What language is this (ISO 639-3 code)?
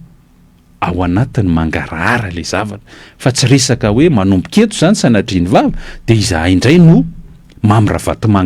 mlg